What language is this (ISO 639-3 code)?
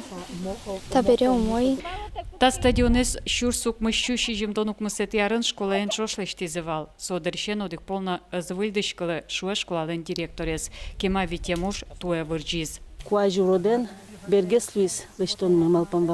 udm